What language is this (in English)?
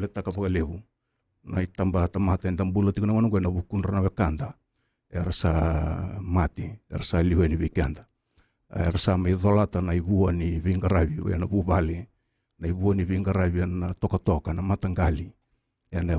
Fijian